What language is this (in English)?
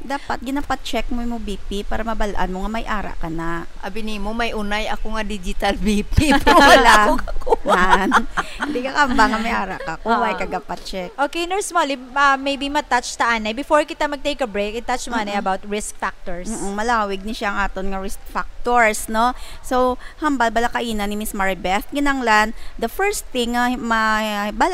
Hiligaynon